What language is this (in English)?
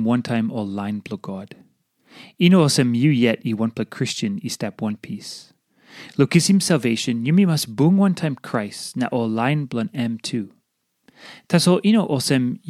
Tok Pisin